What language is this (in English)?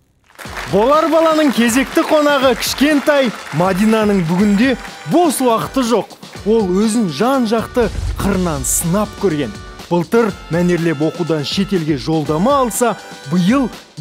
Kazakh